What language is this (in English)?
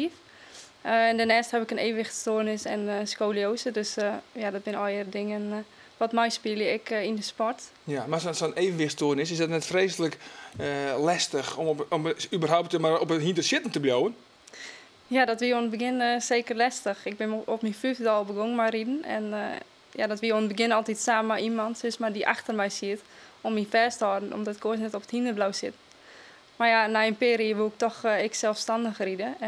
Western Frisian